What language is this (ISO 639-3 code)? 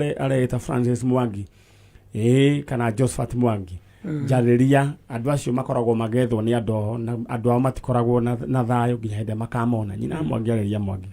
kik